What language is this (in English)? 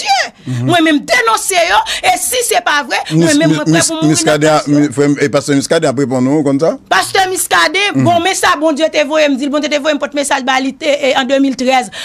Haitian Creole